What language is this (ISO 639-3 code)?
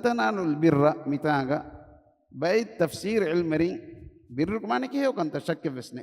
div